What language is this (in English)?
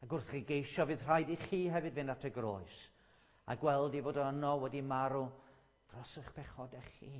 Welsh